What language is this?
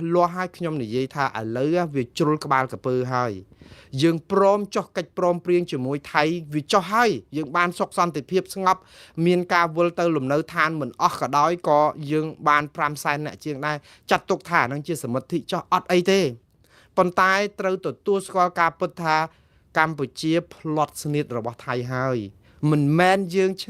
Khmer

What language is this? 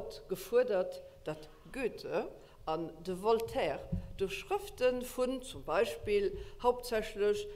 Luxembourgish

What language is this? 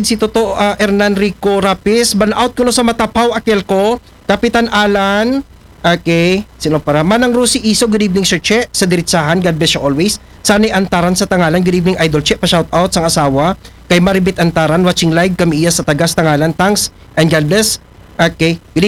Aklanon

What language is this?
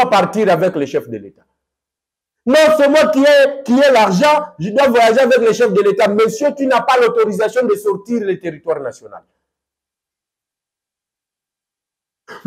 French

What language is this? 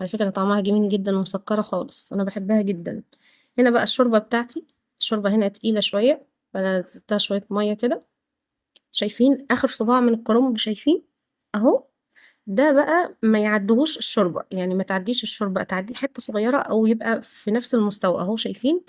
Egyptian Arabic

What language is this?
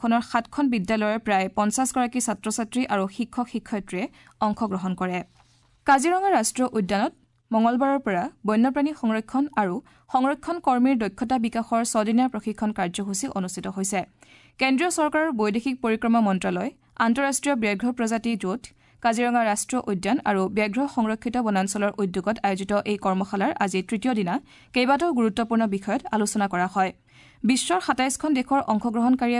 Assamese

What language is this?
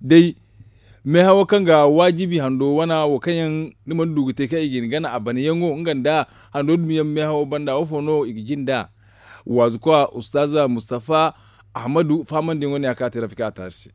Zarma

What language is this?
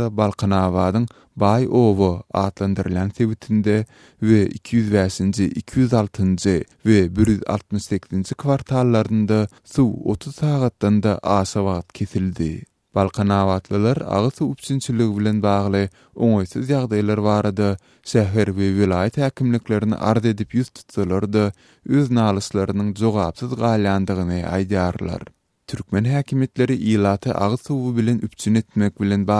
Turkmen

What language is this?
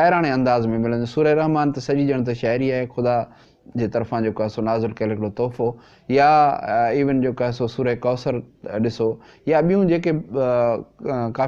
Sindhi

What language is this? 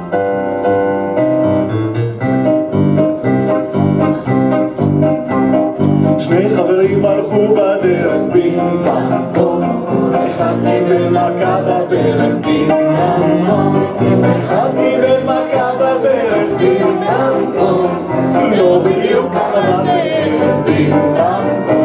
Hebrew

